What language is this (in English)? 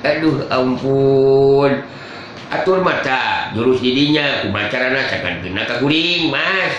Sundanese